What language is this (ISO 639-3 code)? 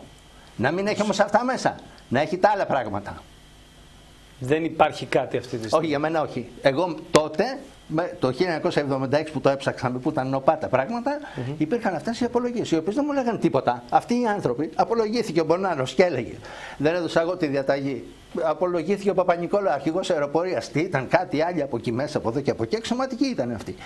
ell